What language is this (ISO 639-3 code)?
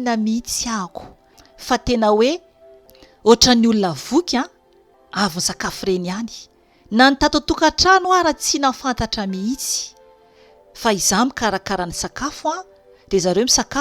mlg